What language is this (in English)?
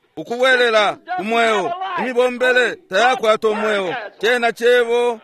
Bemba